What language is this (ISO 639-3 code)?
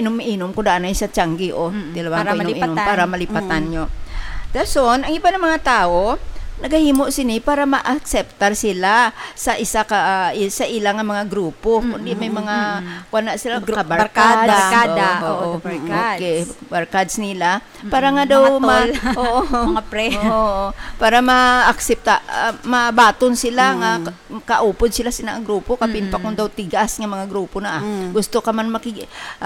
hil